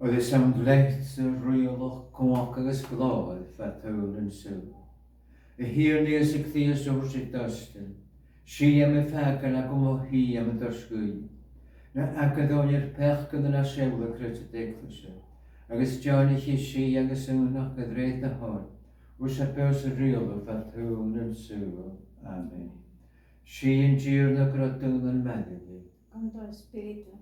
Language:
Scottish Gaelic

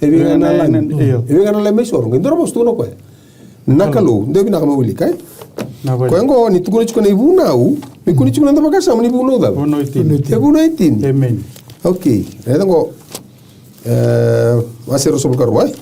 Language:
Fijian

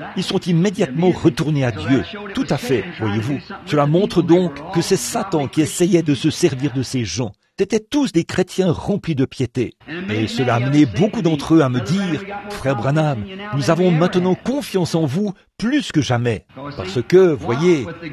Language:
French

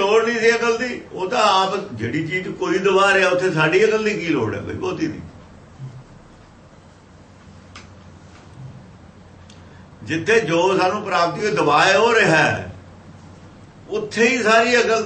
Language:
Punjabi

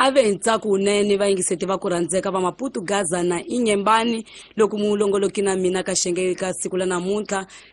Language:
Tsonga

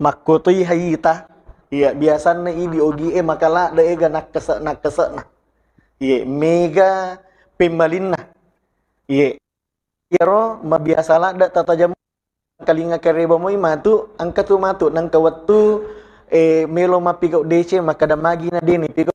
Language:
Buginese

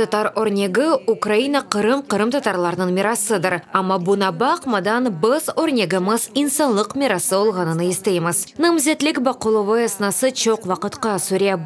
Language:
Crimean Tatar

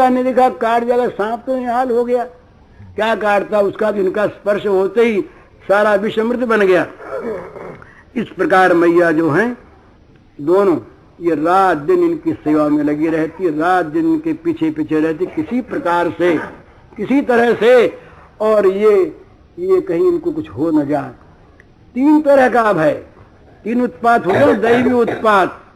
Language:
Hindi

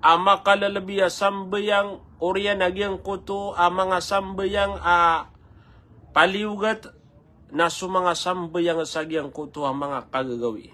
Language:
Maranao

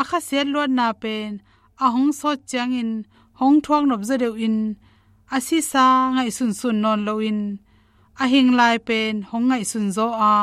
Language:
Tedim Chin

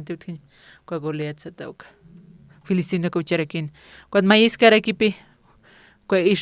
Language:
Aymara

